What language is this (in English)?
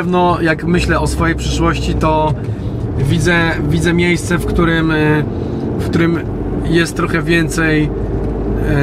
Polish